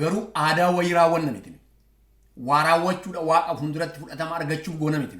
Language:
Oromo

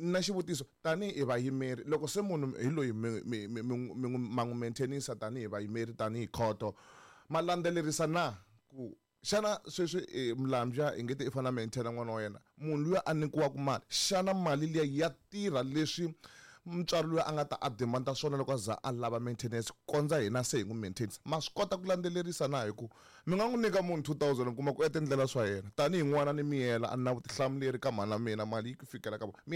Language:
Tsonga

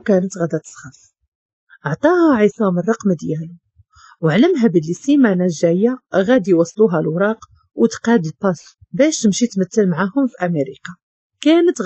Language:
Moroccan Arabic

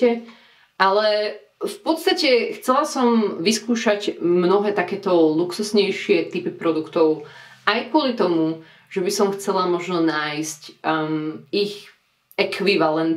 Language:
Slovak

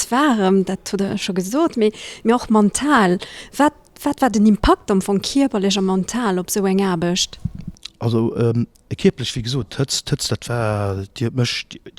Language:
Luxembourgish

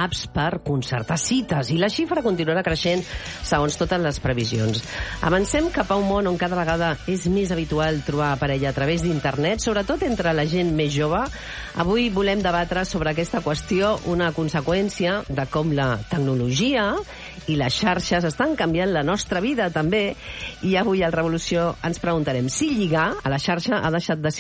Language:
Catalan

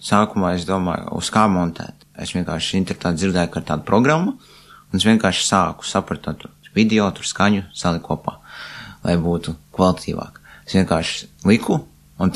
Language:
Latvian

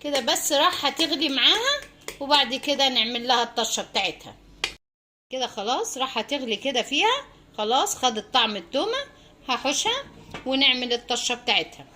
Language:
Egyptian Arabic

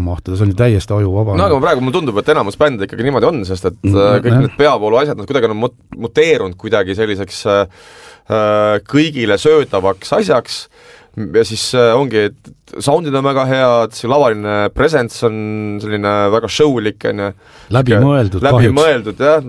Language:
Estonian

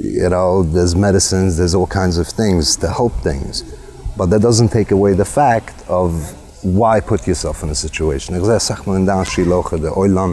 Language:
Yiddish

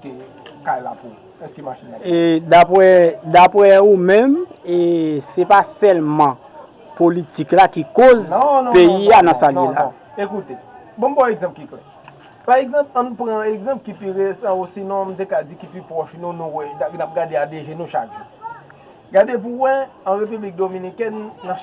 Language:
Haitian Creole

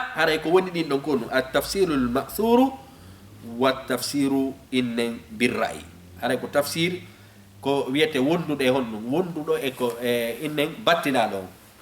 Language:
Fula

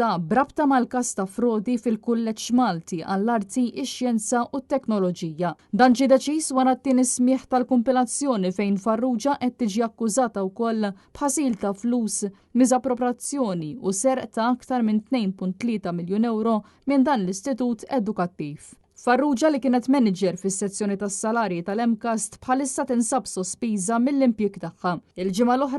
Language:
Maltese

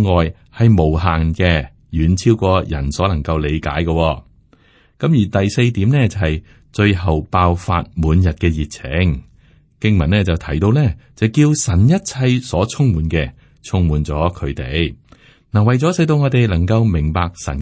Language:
Cantonese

